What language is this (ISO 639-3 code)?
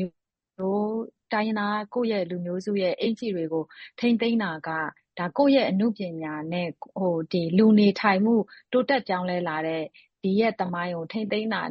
mya